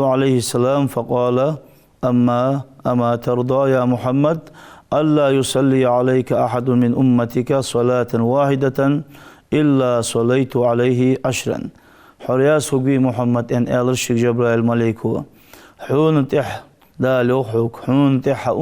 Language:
Ingush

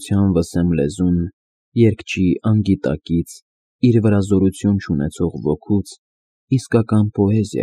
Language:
Armenian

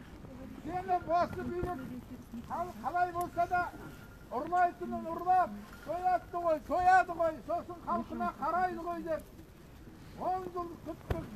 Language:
Kazakh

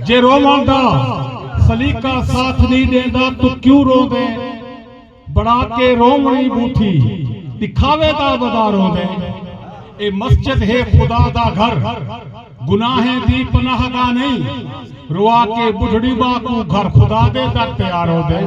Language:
Saraiki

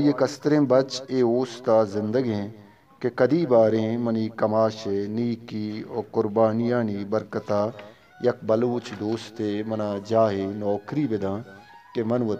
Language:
Eastern Balochi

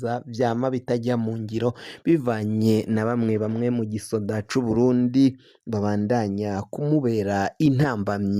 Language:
Rundi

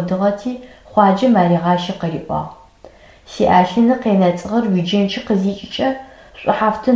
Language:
Adyghe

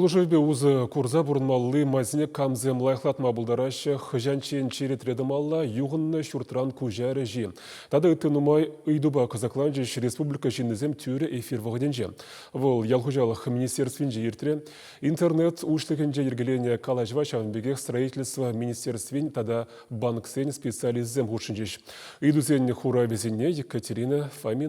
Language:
Chuvash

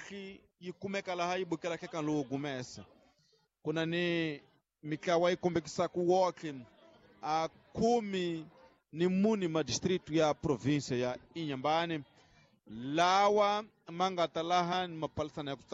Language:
Tsonga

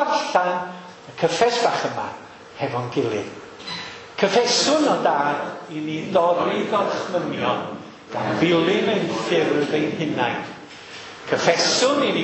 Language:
Welsh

